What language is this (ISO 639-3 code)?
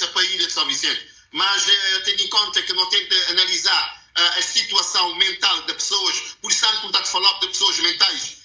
kea